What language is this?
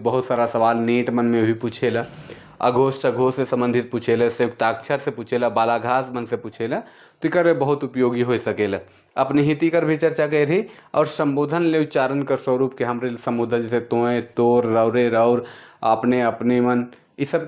Sadri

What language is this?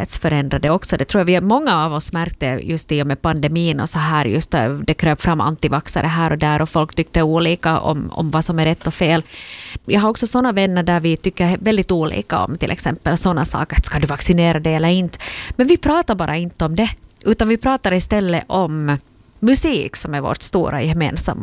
Swedish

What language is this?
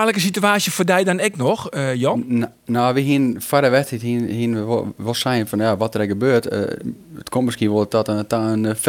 Western Frisian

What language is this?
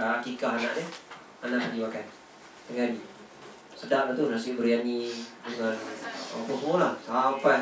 Malay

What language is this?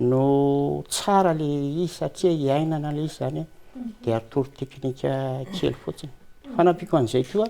Malagasy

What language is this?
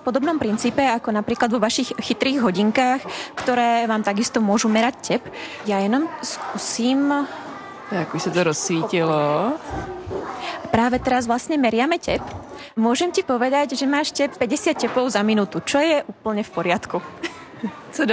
Czech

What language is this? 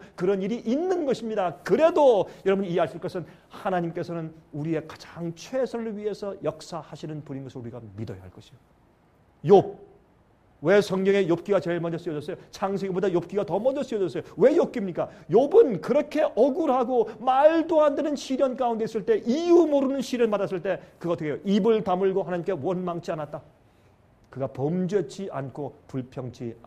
Korean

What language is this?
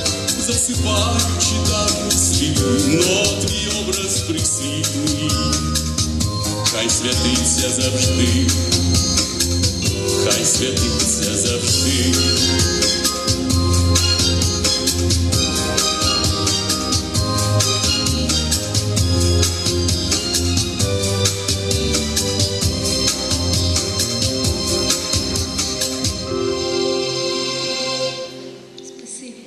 Ukrainian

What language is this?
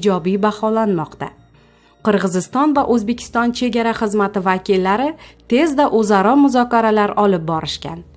Uzbek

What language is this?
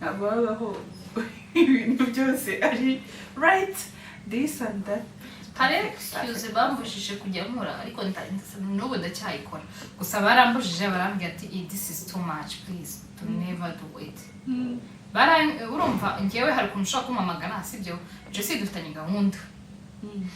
Kinyarwanda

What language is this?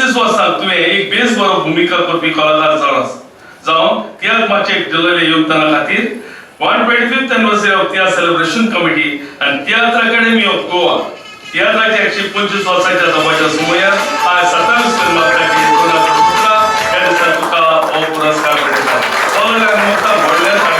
Konkani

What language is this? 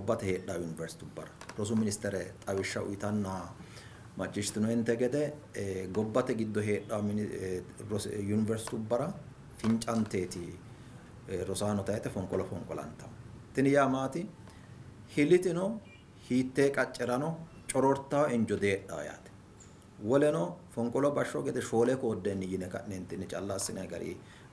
Sidamo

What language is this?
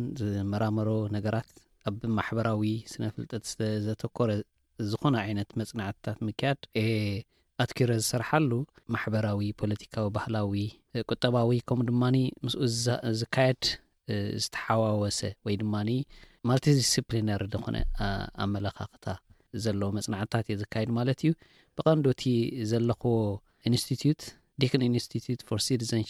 Tigrinya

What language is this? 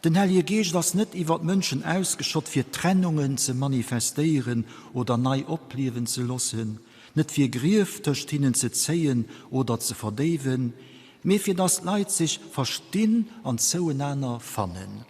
Luxembourgish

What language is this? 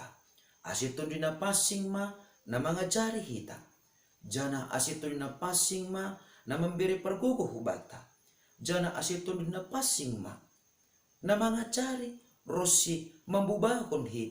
Batak Simalungun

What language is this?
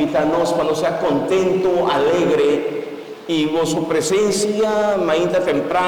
Papiamento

